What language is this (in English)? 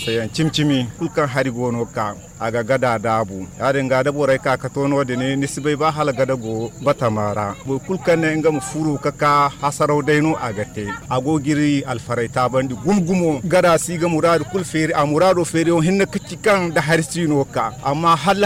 Zarma